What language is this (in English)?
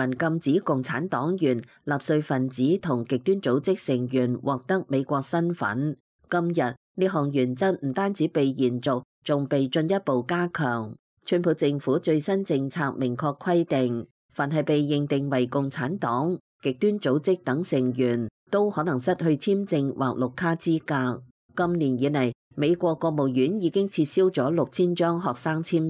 Cantonese